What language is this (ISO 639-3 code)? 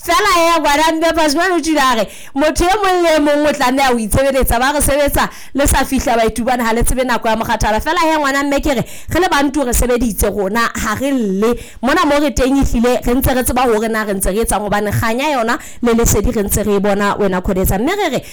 sot